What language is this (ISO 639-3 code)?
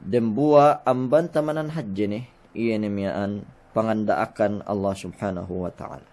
yka